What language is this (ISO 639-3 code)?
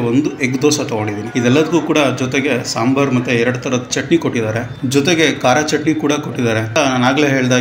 kan